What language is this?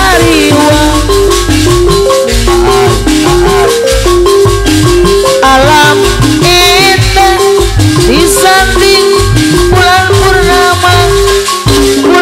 Sundanese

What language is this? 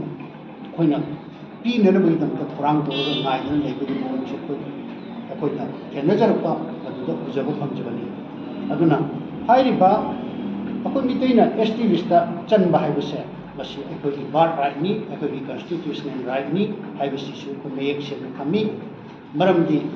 Manipuri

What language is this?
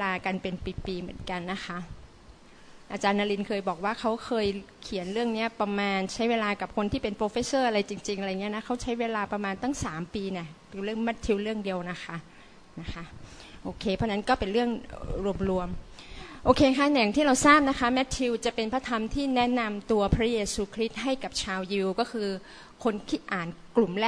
Thai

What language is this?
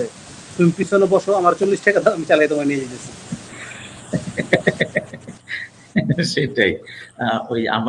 Bangla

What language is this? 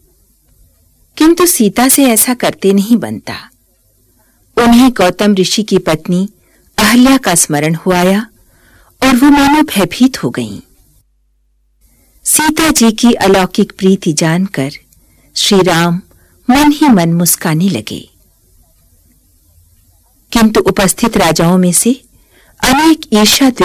Hindi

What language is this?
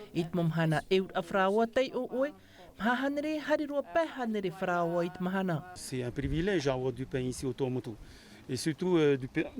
Tahitian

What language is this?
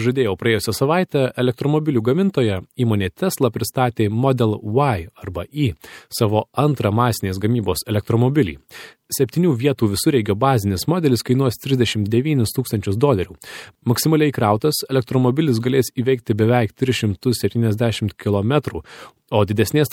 Lithuanian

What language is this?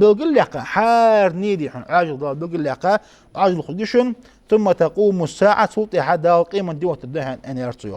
Ingush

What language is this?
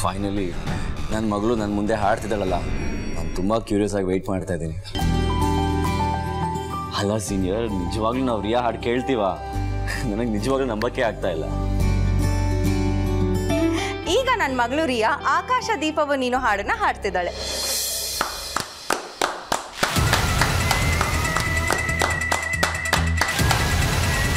Kannada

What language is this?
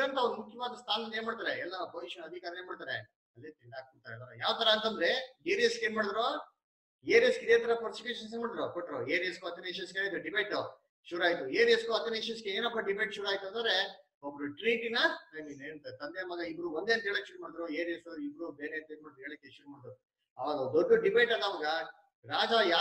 Kannada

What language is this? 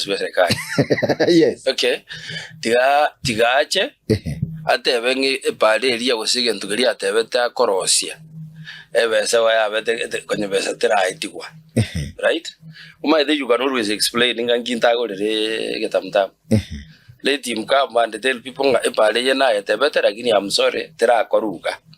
Gusii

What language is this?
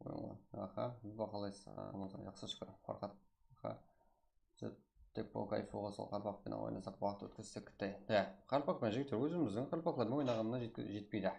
Kara-Kalpak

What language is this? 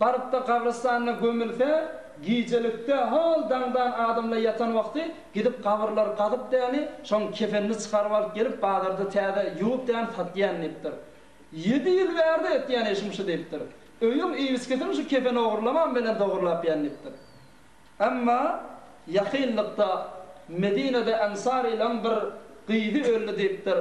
Turkmen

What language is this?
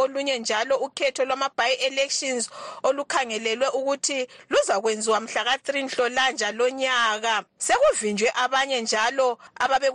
North Ndebele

